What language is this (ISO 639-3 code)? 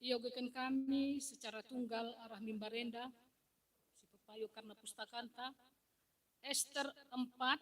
btx